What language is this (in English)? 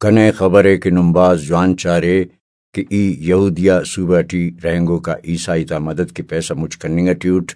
Brahui